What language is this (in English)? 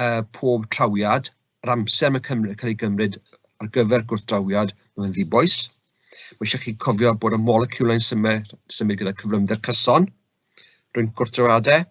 Welsh